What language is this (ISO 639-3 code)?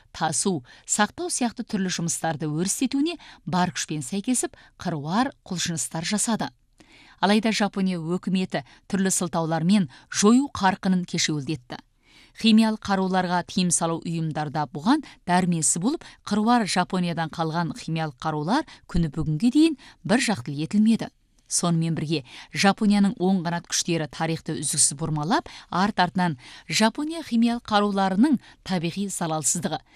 kaz